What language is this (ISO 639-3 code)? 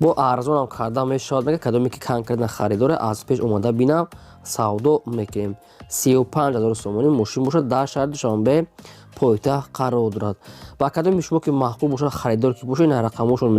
tgk